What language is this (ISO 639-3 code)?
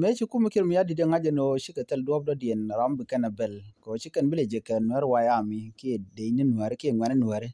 nus